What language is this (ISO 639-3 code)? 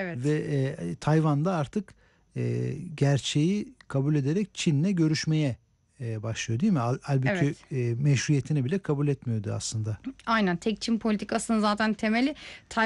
tur